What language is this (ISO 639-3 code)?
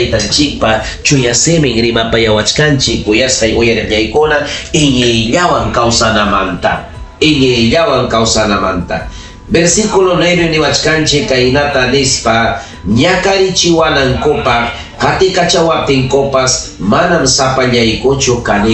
quy